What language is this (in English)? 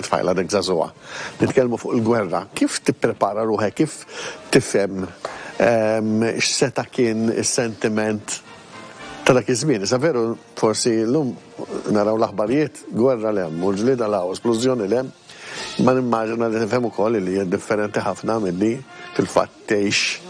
Maltese